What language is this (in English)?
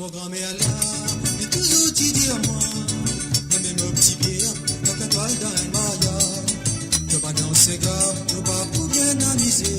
Morisyen